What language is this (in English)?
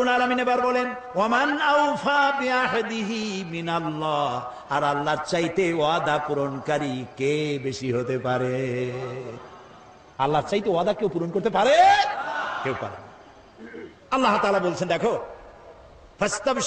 Bangla